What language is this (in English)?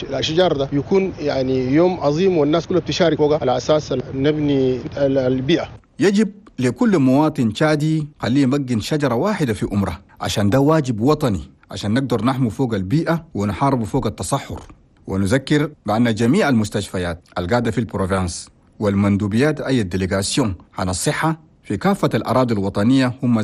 Chadian Arabic